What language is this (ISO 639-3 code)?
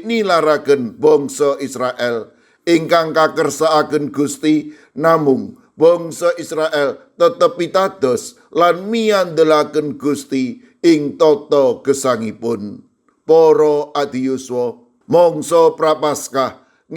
jav